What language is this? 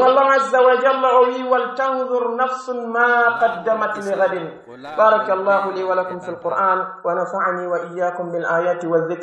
Pular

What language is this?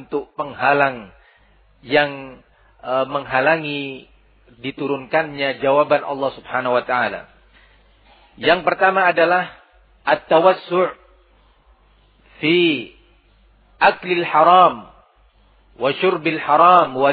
Indonesian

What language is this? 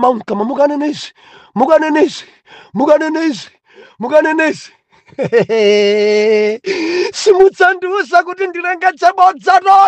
Nyanja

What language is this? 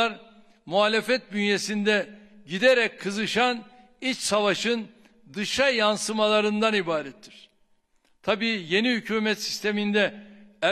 Turkish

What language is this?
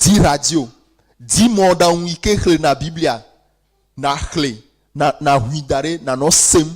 Ewe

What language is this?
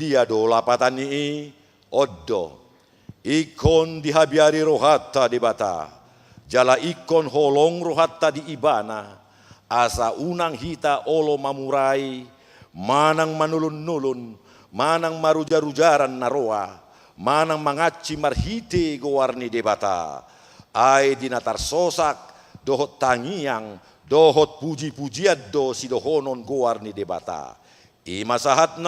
Batak Toba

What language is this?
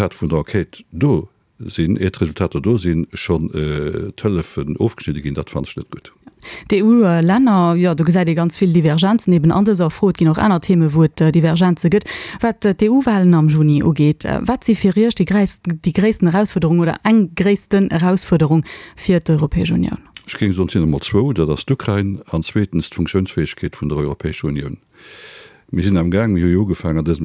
Luxembourgish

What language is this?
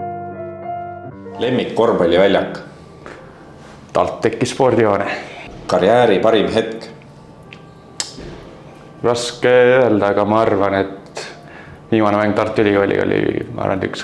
Estonian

